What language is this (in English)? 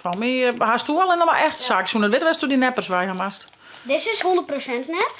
Western Frisian